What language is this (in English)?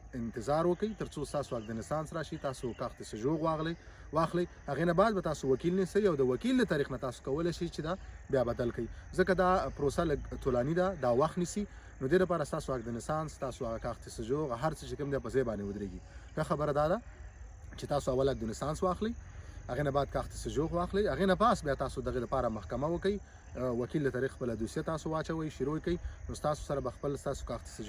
Pashto